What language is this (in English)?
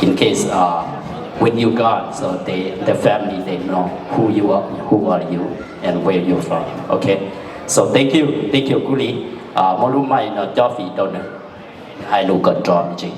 Hmong